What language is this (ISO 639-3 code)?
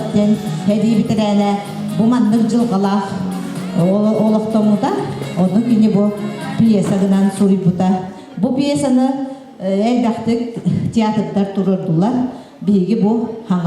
sah